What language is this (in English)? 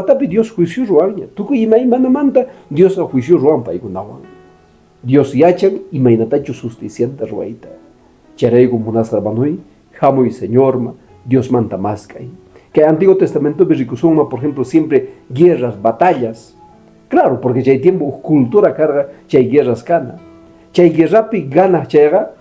Quechua